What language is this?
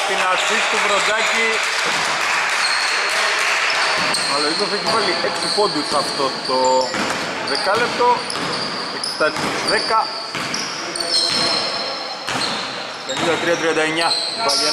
Greek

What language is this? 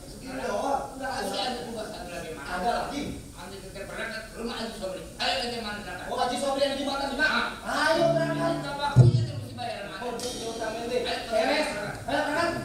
Betawi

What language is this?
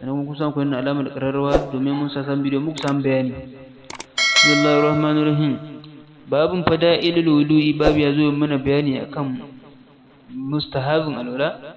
Hausa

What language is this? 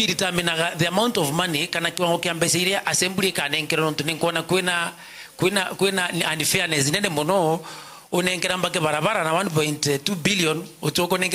Meru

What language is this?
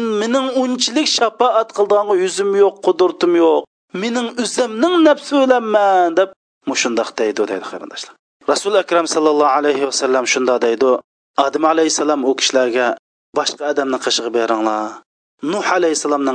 Uyghur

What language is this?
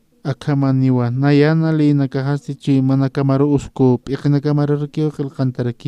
Aymara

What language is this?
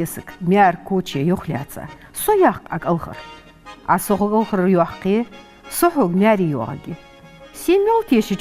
Ingush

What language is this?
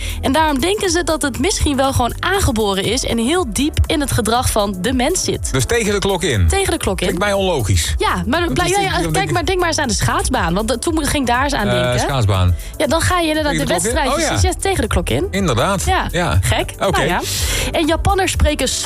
Dutch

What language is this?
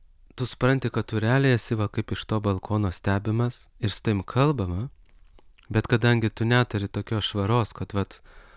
Lithuanian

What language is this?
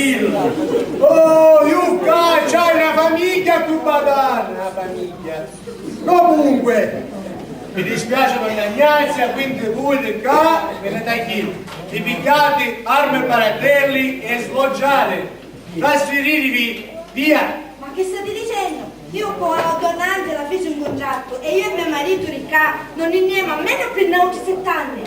Sicilian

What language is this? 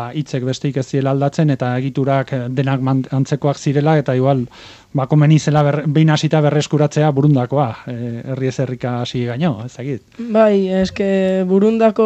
Basque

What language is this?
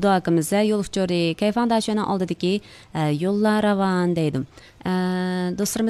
Uyghur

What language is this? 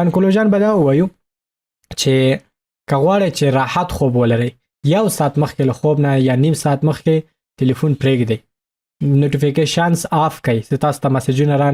Pashto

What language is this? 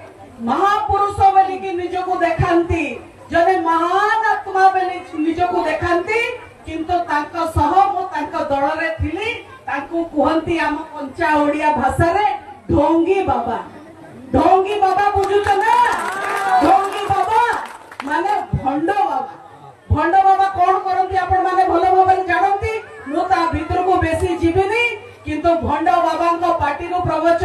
Odia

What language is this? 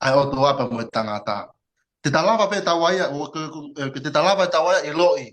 Tongan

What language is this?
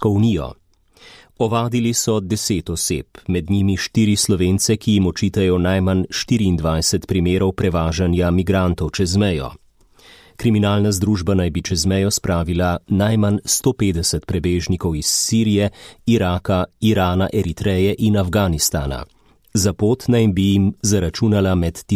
Slovenian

